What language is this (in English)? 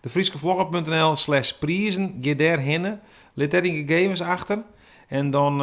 Western Frisian